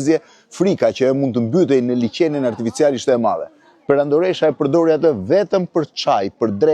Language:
Albanian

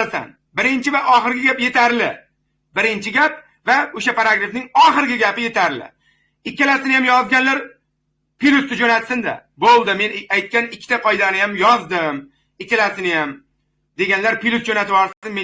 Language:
Uzbek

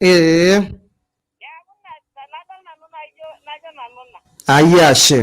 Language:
Masai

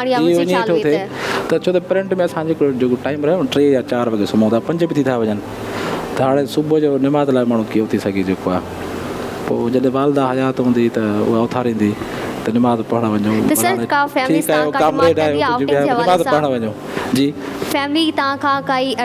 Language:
Sindhi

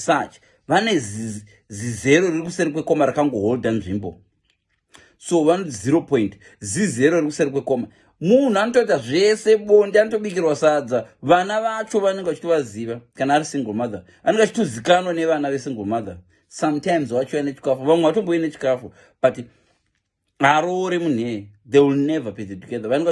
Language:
Shona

